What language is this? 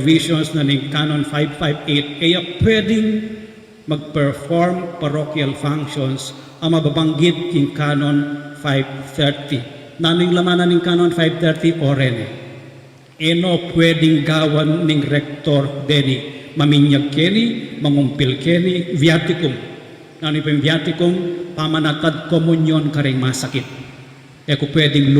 Pampanga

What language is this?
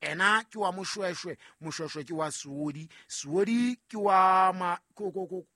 Southern Sotho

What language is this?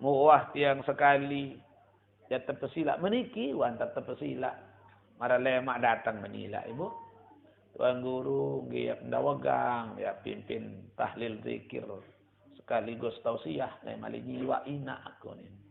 Sasak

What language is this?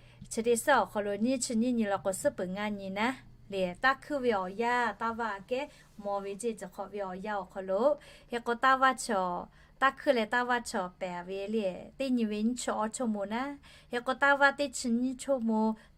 Lahu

